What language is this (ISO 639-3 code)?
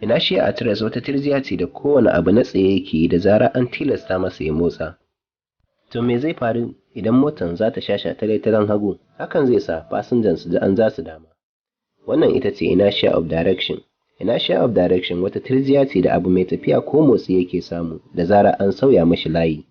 hau